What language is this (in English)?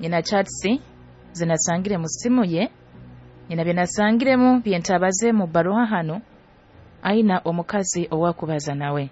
Nyoro